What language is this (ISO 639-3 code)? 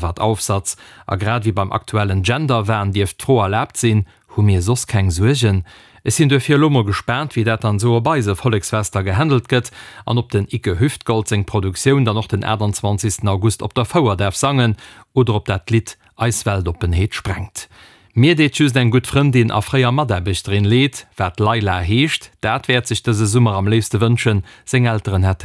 ltz